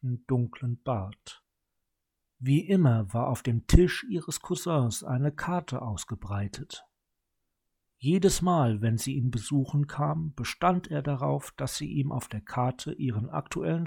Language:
German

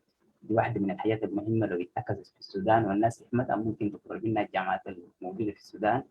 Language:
Sudanese Arabic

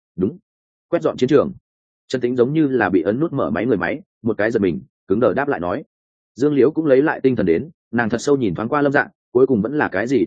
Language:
Vietnamese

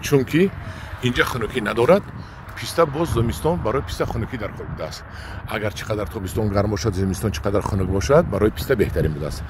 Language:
Tajik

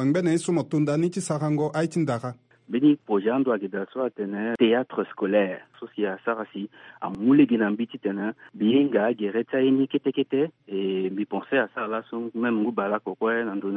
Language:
Sango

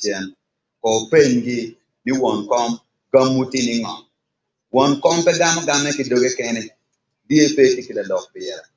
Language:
Acoli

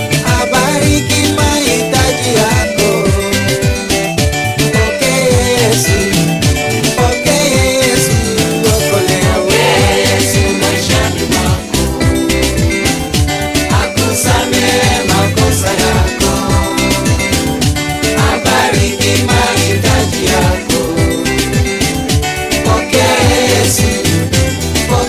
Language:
Swahili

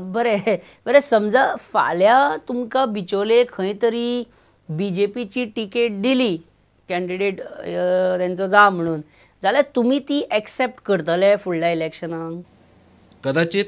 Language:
Konkani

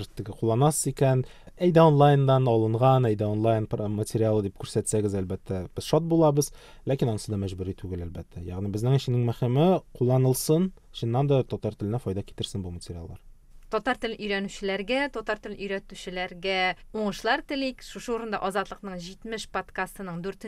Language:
Tatar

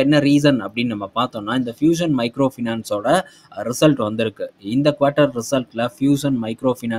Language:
Tamil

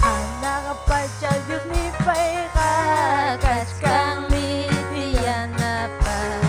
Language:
Ayacucho Quechua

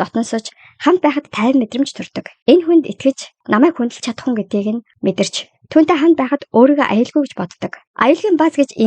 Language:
Mongolian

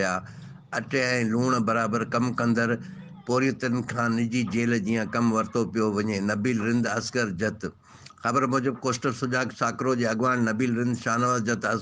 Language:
Sindhi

